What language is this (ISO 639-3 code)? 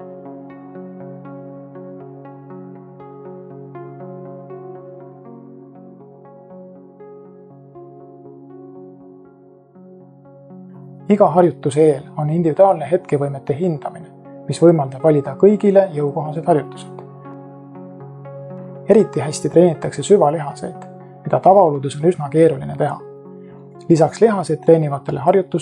est